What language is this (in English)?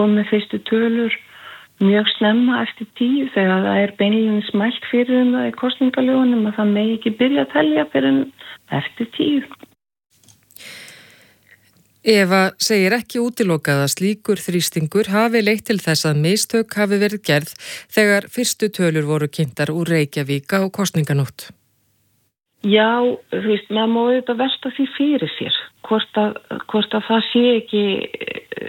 Icelandic